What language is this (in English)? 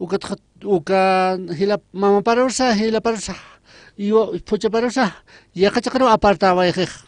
Aymara